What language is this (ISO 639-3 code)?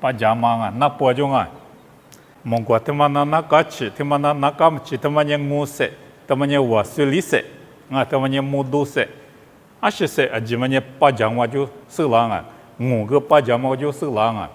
lis